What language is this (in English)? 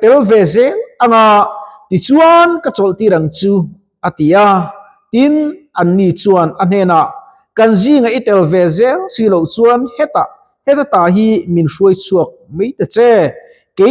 Mizo